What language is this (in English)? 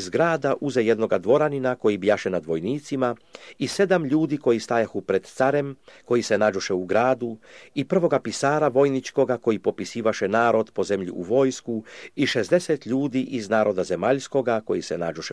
Serbian